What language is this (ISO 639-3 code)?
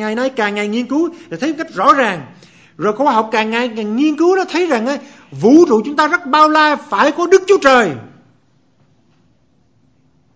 vie